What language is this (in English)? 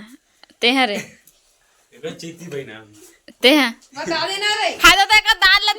Chhattisgarhi